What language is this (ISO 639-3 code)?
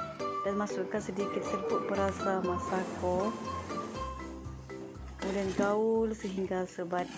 msa